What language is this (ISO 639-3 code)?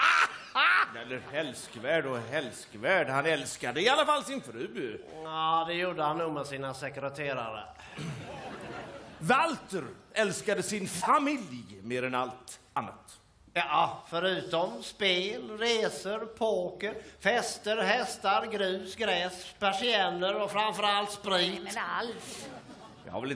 swe